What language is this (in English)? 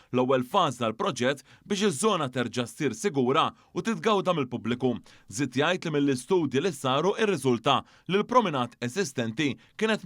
Maltese